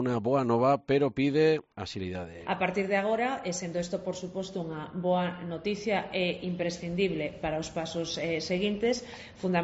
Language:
Galician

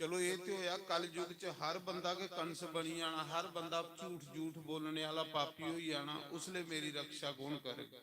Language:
Dogri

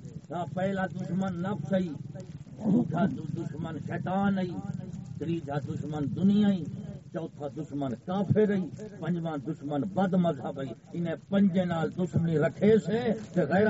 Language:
Saraiki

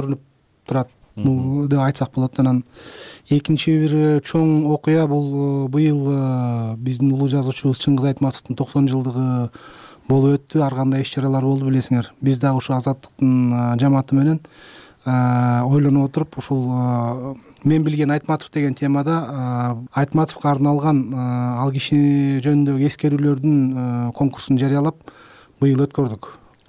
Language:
Kyrgyz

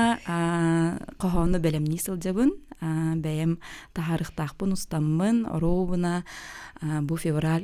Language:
Yakut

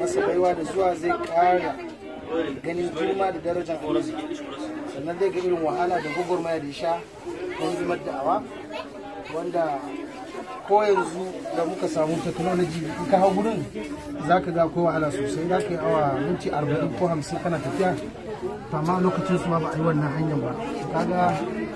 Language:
Hausa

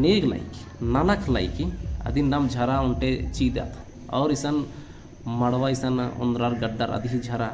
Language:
Kurukh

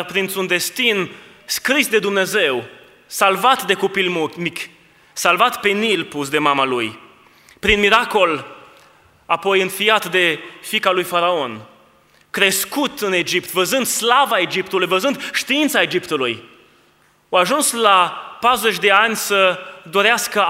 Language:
Romanian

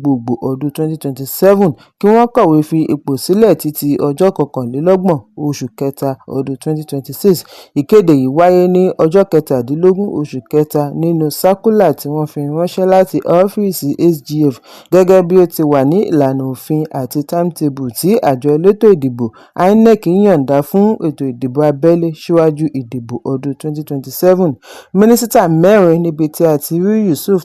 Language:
Yoruba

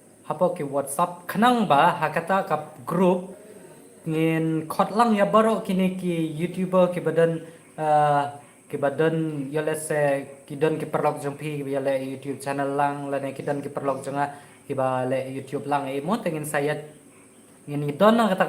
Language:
Khasi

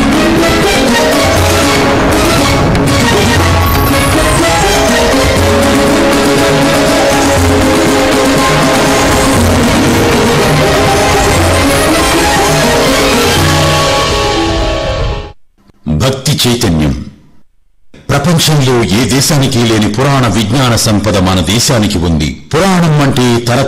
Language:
Telugu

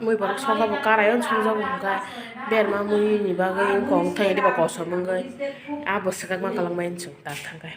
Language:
Kok Borok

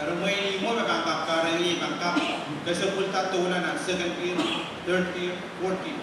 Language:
Pohnpeian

